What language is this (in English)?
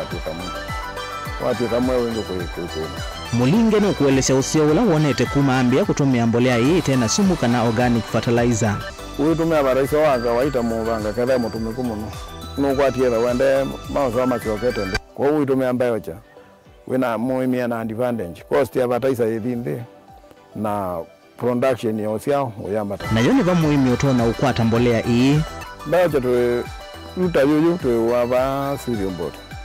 Kamba